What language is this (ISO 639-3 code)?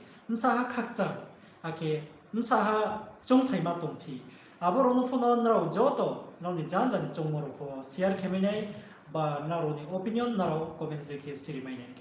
ria